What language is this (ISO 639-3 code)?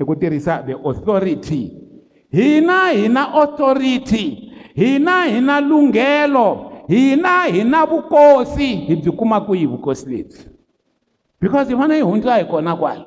tso